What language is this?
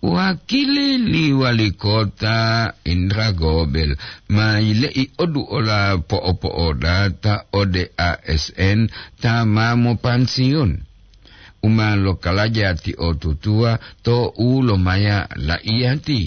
Gorontalo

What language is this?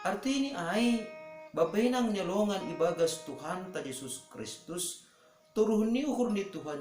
Batak Simalungun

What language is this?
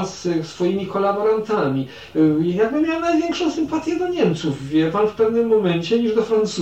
Polish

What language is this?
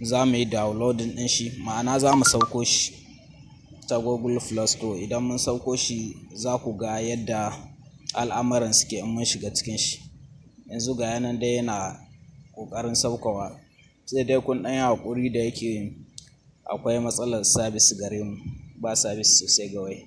Hausa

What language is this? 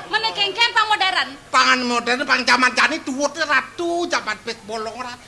Balinese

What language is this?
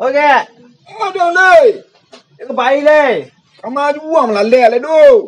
Minangkabau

